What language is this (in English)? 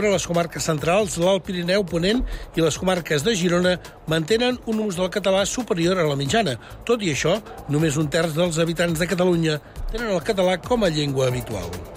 Catalan